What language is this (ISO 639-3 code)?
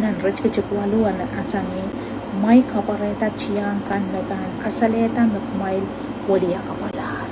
pon